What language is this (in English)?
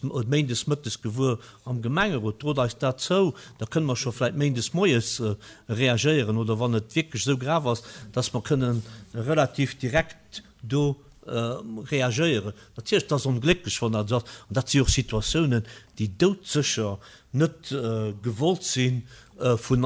Luxembourgish